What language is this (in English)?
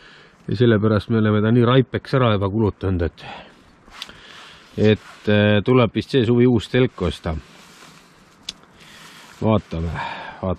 Estonian